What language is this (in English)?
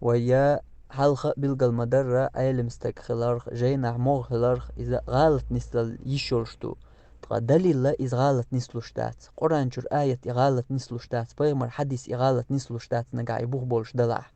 Chechen